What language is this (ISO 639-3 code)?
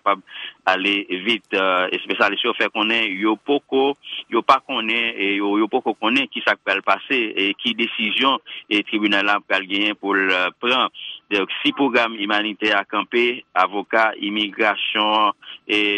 hat